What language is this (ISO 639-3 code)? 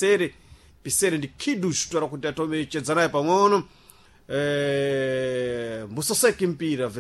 seh